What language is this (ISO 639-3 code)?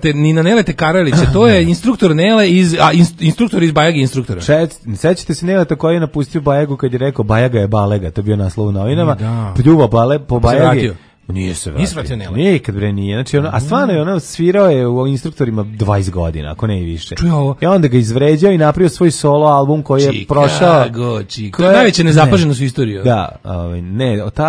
srp